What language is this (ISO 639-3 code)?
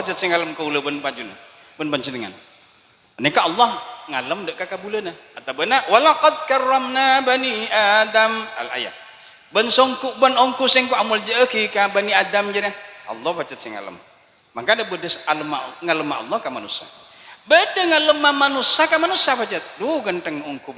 mad